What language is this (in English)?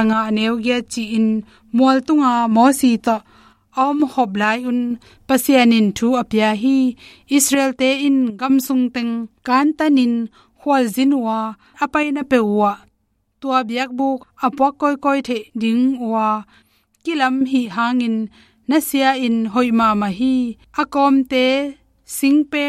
Tedim Chin